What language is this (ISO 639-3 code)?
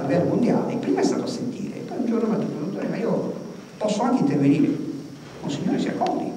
ita